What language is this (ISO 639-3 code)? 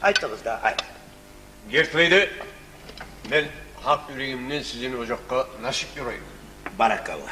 kum